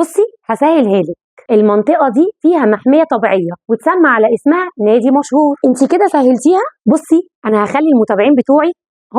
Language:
Egyptian Arabic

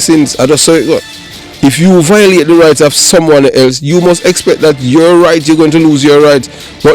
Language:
Jamaican Creole English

